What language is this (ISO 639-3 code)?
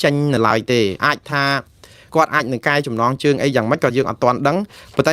khm